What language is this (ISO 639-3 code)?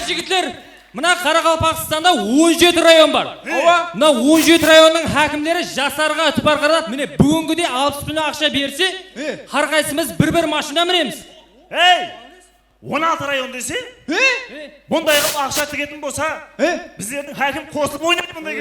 kaa